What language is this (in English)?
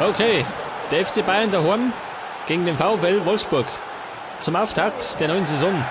Bavarian